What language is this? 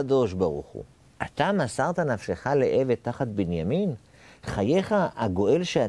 Hebrew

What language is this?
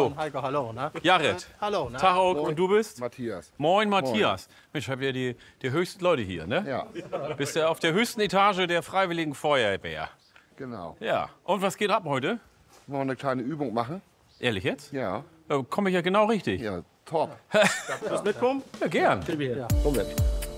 German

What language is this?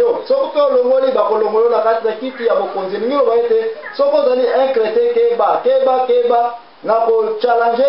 Lingala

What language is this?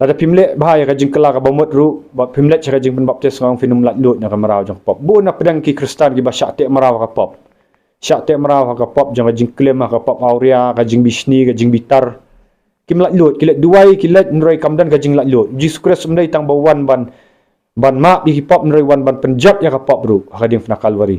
Khasi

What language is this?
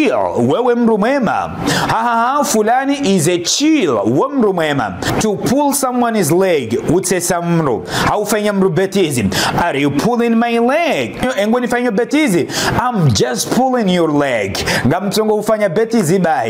Ngazidja Comorian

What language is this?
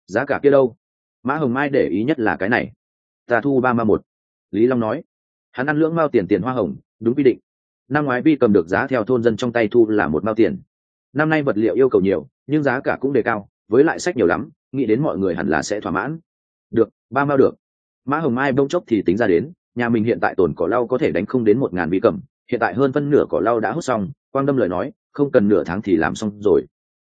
Vietnamese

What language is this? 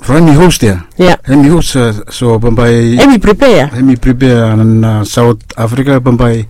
Bislama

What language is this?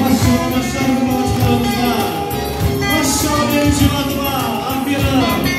Crimean Tatar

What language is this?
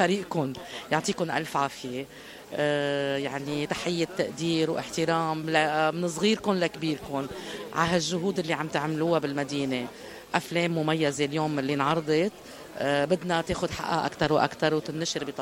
North Levantine Arabic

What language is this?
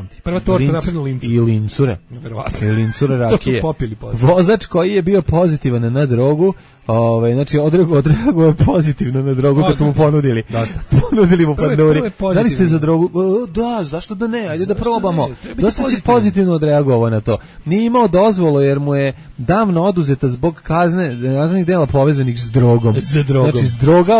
Serbian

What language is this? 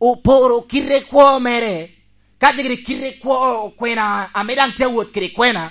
Lango (Uganda)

